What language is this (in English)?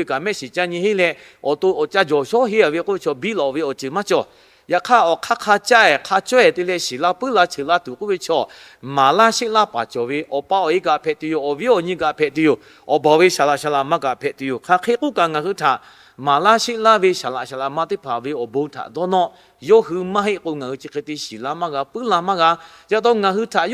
Lahu